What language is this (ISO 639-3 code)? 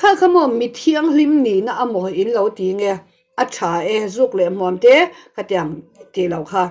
lus